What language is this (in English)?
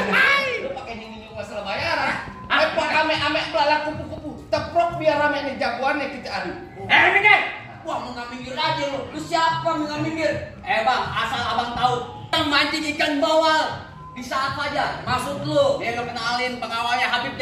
Betawi